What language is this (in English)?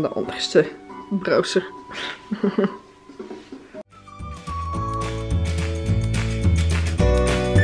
Dutch